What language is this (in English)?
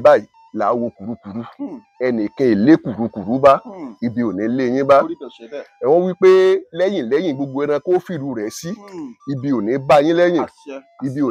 Yoruba